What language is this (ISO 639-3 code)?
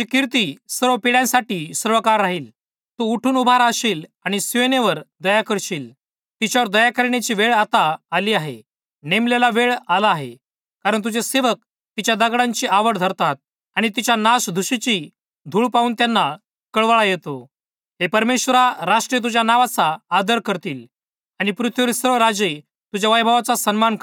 mar